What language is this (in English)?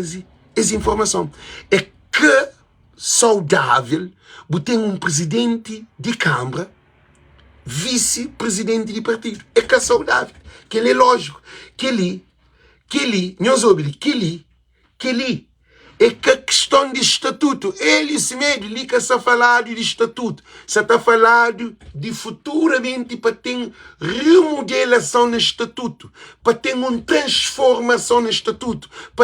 Kabuverdianu